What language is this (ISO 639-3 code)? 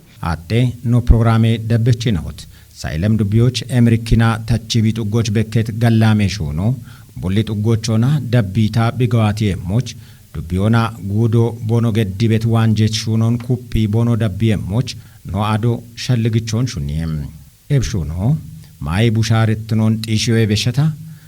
kbr